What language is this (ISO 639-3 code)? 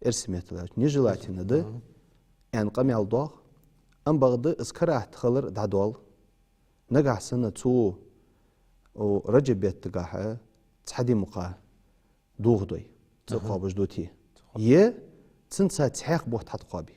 inh